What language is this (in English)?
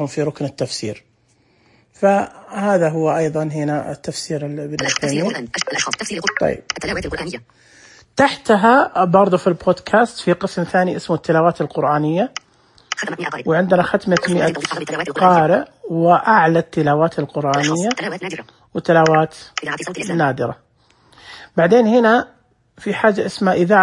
Najdi Arabic